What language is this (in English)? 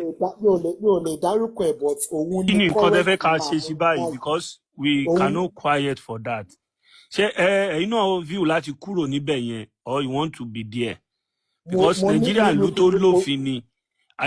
Yoruba